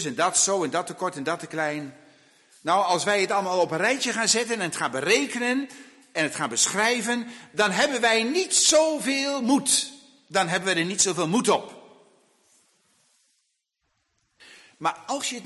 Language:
Dutch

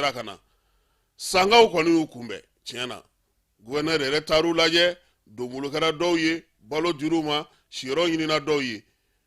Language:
Bambara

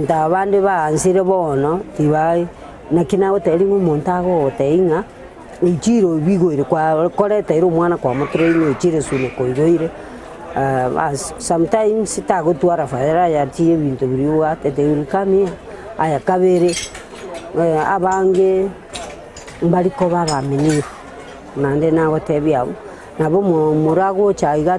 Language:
Gusii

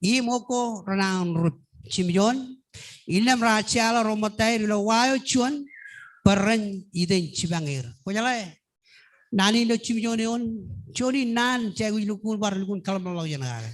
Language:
Marshallese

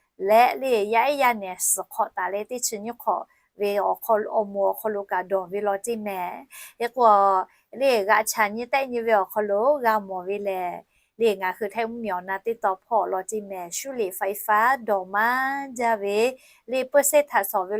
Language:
Lahu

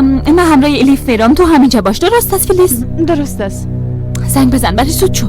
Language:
Persian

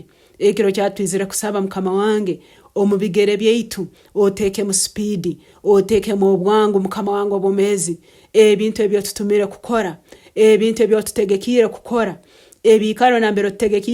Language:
Nyankole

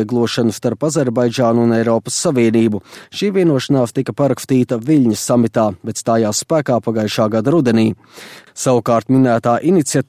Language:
Latvian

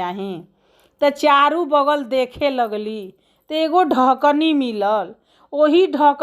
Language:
Bhojpuri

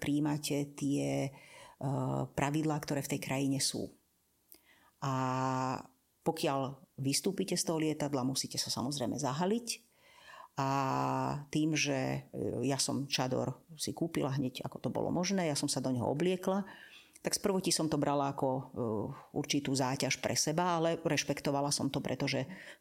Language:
Slovak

